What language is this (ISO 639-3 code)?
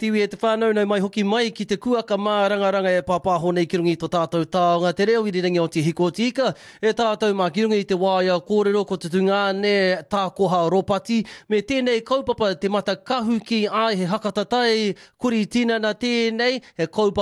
mri